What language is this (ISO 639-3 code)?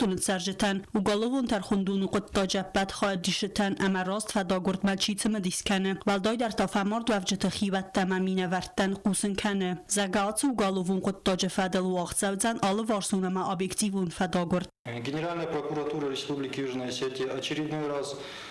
oss